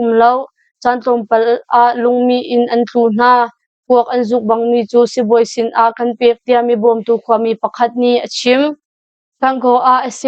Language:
Hakha Chin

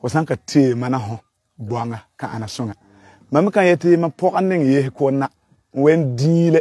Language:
Frafra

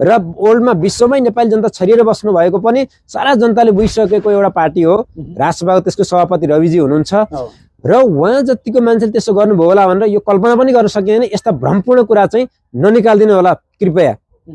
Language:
Nepali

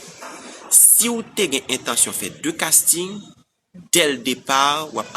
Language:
Haitian Creole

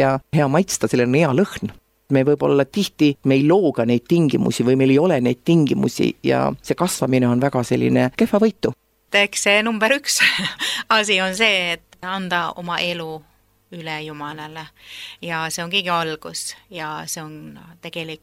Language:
Estonian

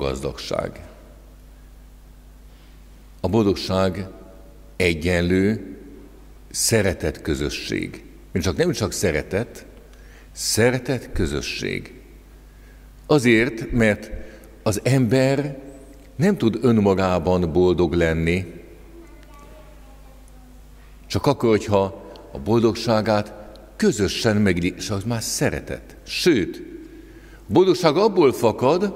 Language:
Hungarian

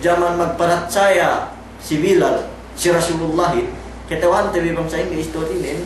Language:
Yakan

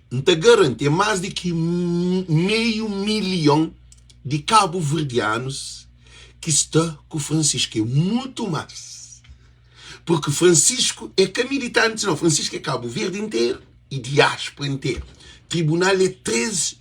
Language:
Kabuverdianu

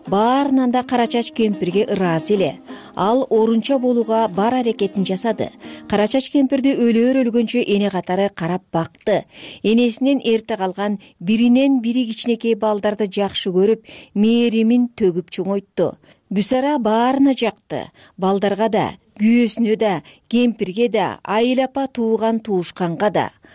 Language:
Kyrgyz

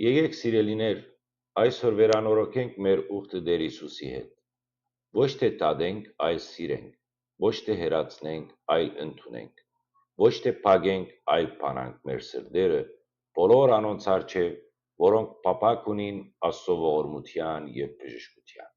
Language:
Western Armenian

